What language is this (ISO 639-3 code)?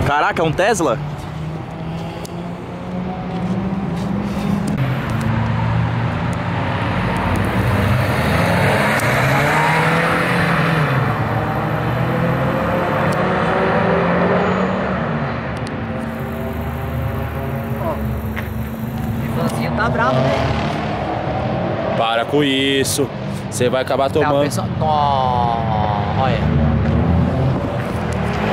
por